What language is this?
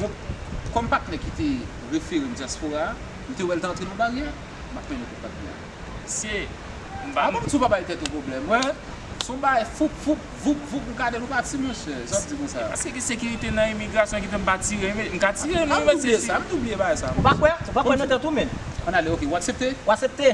Haitian Creole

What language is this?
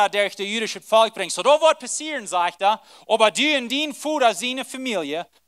Plautdietsch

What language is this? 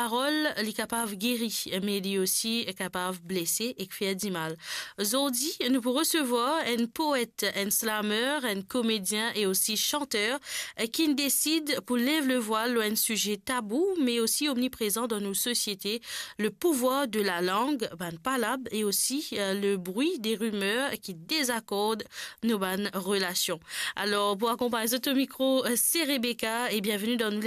Morisyen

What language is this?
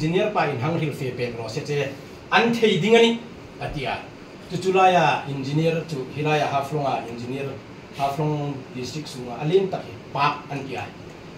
Hmar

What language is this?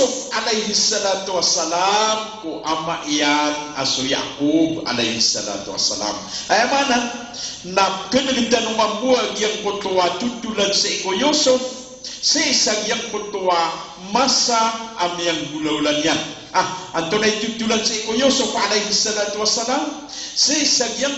Maranao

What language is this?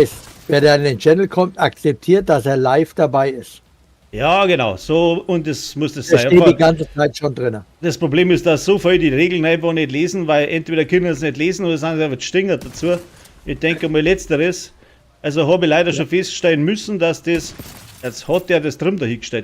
Bavarian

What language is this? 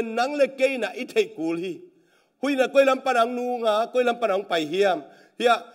Tedim Chin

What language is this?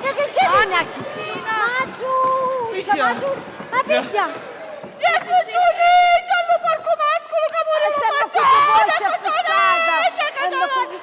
Sicilian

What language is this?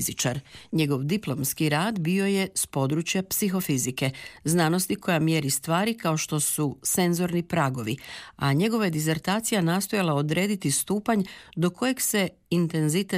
Croatian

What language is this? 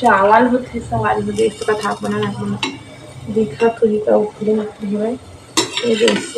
Chhattisgarhi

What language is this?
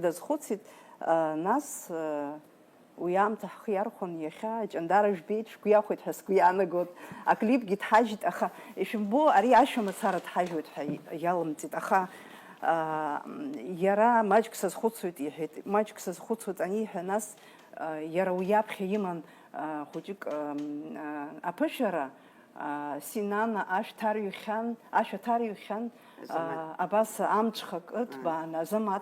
Abkhazian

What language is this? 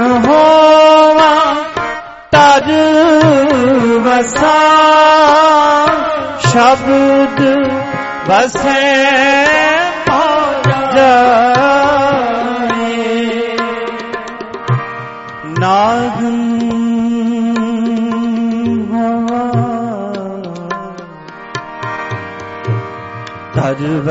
Punjabi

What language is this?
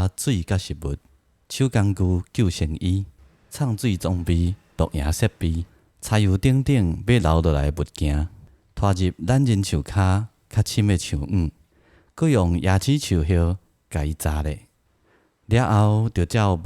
Min Nan Chinese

